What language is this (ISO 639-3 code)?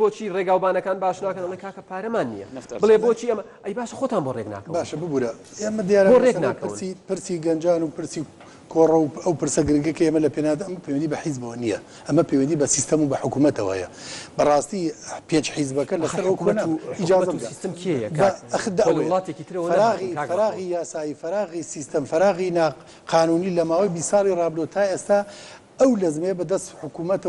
ckb